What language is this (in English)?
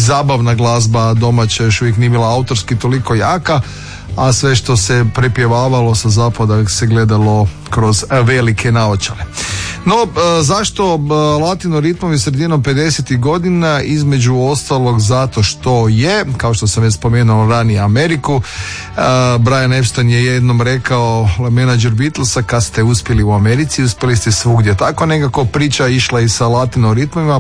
Croatian